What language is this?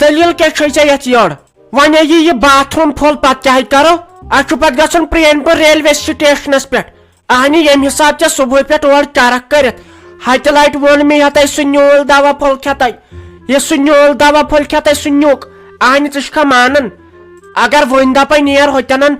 Kashmiri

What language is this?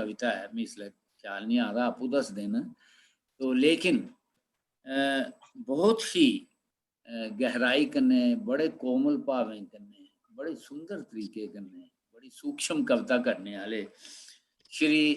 Dogri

